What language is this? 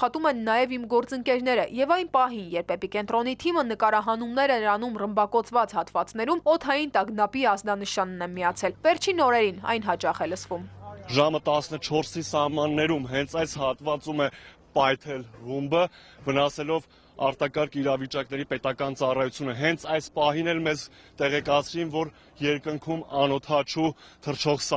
Armenian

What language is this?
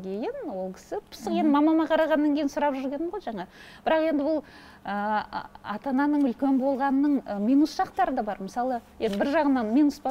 Kazakh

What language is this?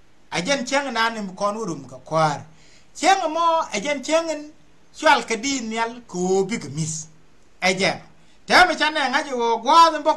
Nuer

